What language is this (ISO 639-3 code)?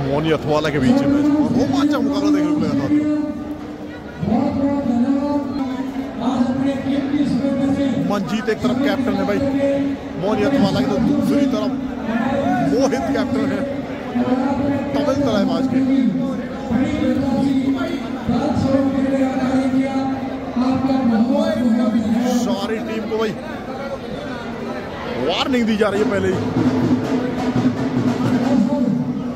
hin